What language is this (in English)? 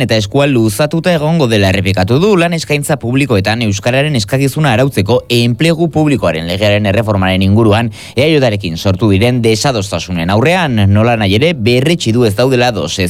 Basque